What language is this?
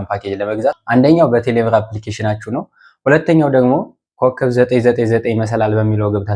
Amharic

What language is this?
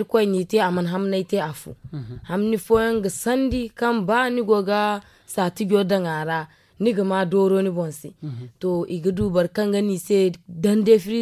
Zarma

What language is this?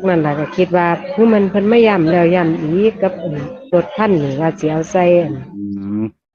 Northeastern Thai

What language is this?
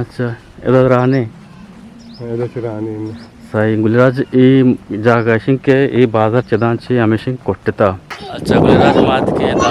Eastern Balochi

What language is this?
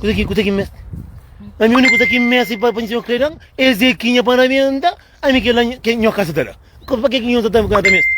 Kabuverdianu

